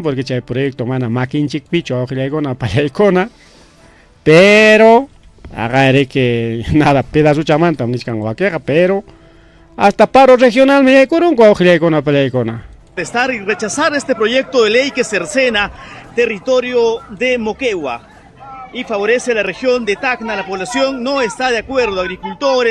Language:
Ayacucho Quechua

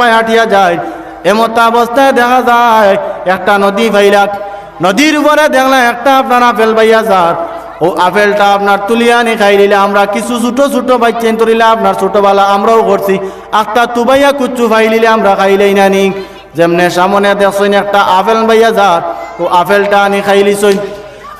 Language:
Sylheti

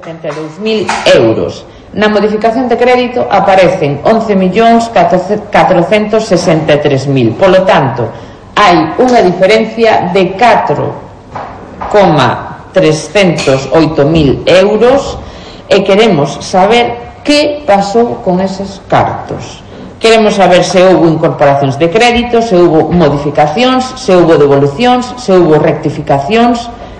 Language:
Galician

